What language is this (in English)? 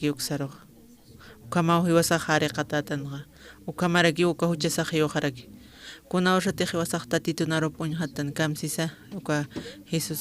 Aymara